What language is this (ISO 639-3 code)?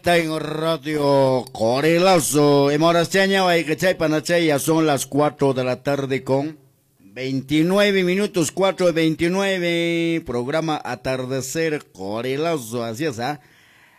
que